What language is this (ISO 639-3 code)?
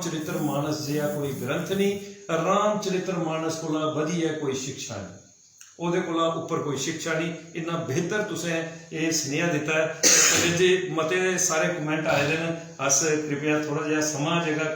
doi